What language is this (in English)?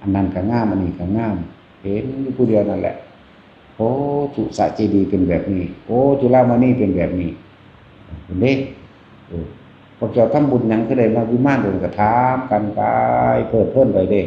Northeastern Thai